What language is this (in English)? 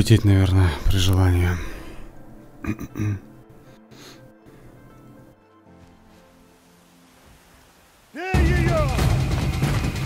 Russian